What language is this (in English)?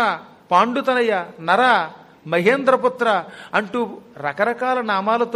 Telugu